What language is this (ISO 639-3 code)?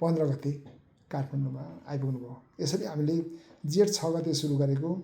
nep